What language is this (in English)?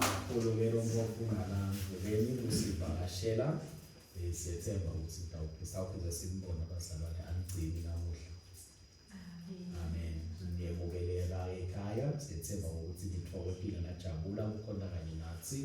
Swati